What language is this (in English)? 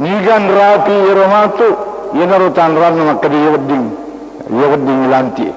Buginese